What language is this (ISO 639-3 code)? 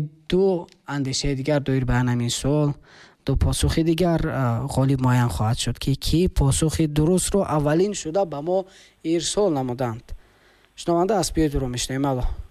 tgk